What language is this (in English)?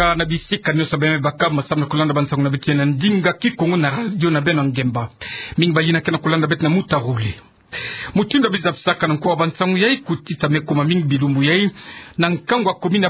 Kituba (Democratic Republic of Congo)